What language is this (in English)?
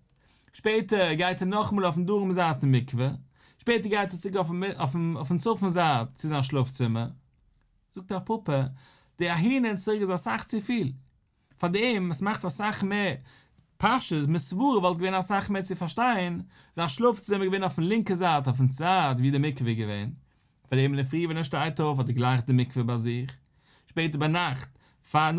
Yiddish